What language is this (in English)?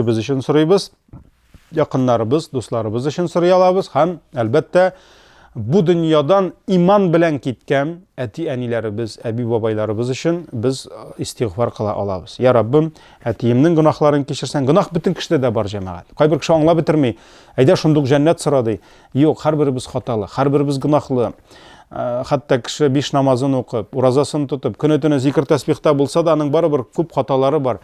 Tatar